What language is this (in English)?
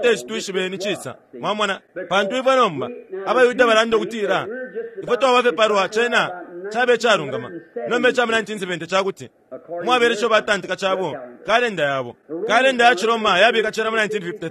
Bemba